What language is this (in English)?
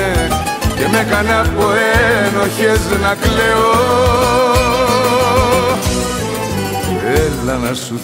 Greek